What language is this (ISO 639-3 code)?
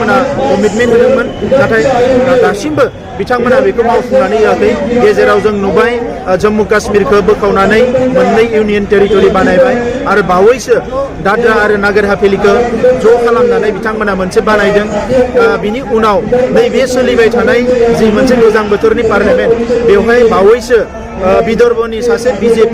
brx